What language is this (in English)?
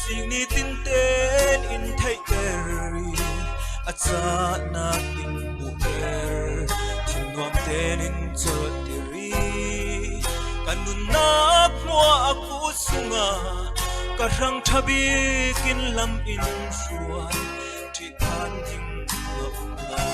Falam Chin